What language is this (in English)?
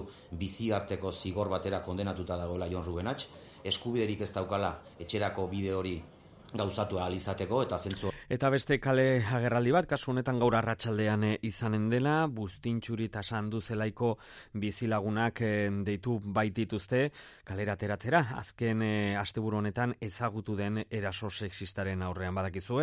Basque